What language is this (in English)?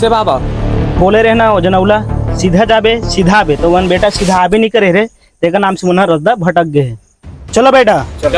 Chhattisgarhi